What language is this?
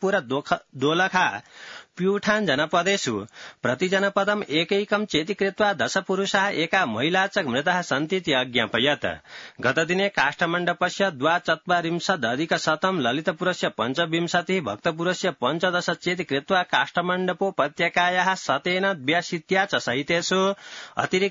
Sanskrit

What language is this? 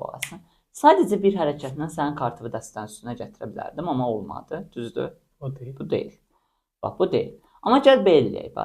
Azerbaijani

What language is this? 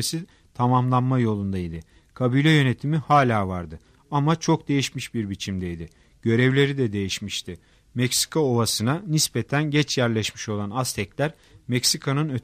Turkish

